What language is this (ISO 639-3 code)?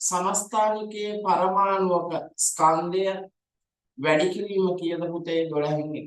sin